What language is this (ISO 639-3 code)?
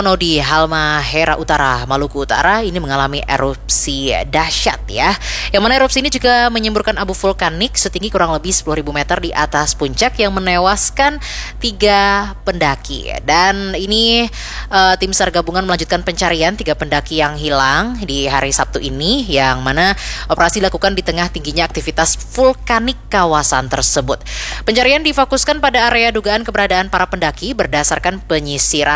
ind